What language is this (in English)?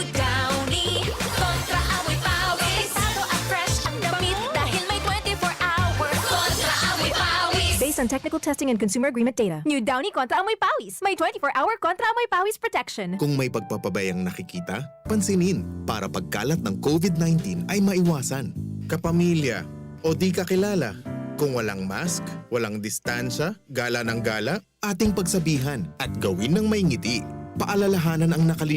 Bikol